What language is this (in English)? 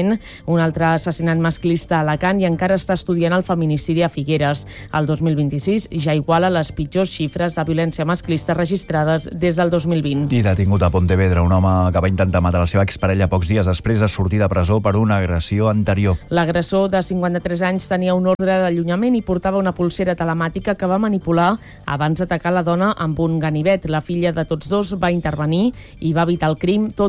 Catalan